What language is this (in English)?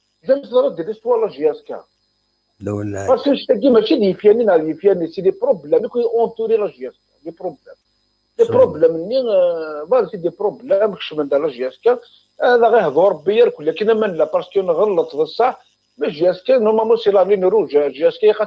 Kabyle